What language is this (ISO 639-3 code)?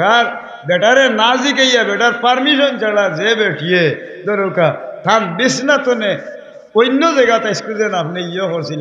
syl